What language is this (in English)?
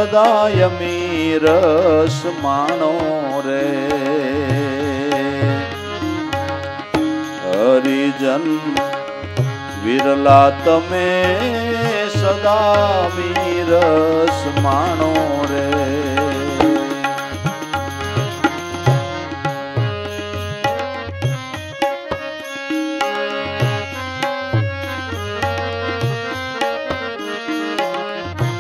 Gujarati